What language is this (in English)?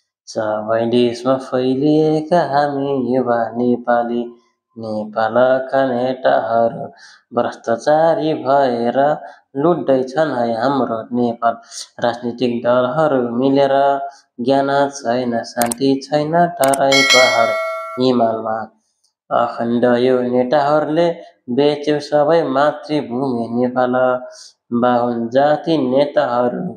Nepali